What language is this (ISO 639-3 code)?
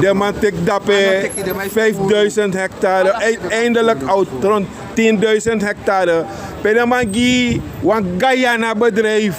srn